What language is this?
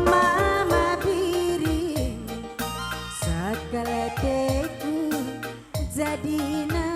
Batak Karo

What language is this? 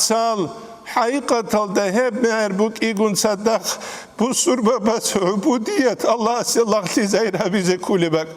Avaric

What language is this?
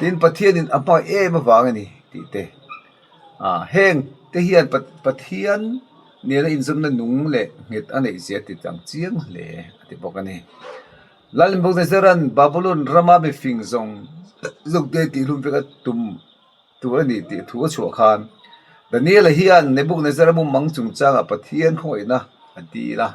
Mizo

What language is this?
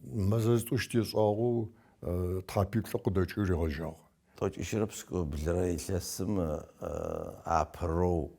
Adyghe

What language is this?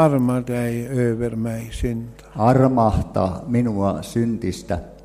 Swedish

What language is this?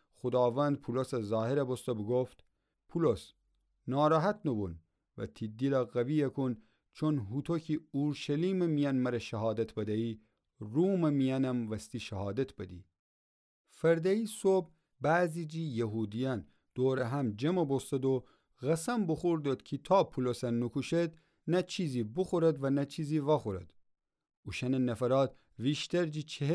Gilaki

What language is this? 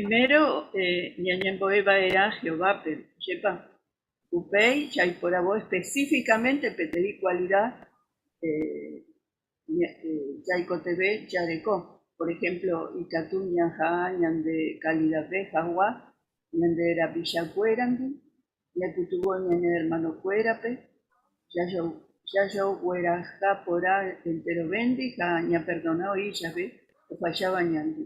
Guarani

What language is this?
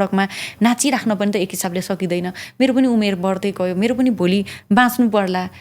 Nepali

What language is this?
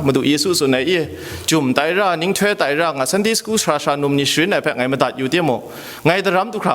Kachin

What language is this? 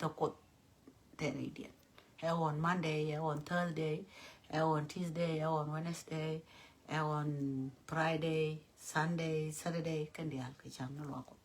Nuer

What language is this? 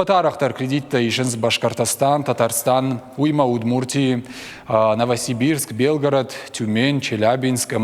Ossetic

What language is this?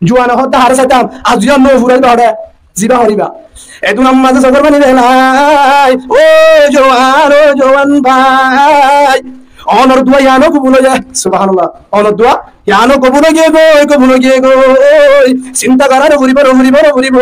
Rohingya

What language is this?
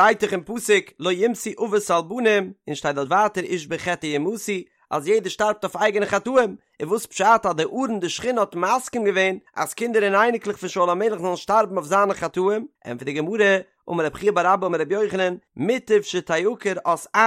Yiddish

